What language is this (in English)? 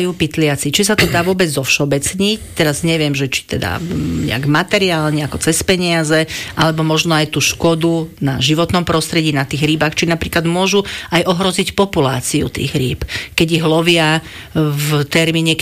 Slovak